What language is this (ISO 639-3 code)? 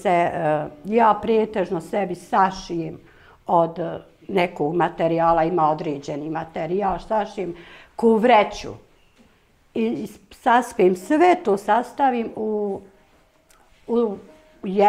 bos